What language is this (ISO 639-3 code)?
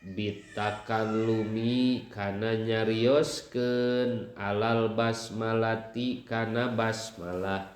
sun